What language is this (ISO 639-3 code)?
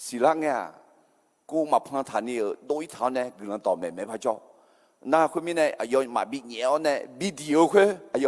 ahk